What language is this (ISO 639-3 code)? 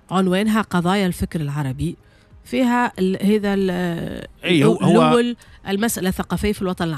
aeb